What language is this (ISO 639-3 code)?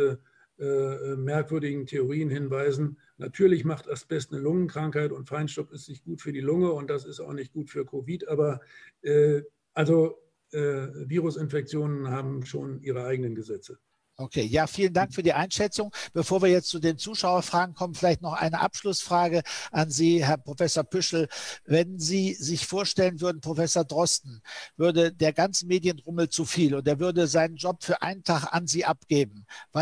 deu